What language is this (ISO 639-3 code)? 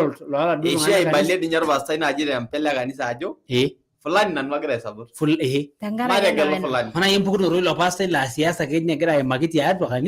mas